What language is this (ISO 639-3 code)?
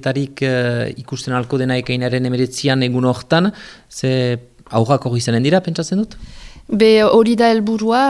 eus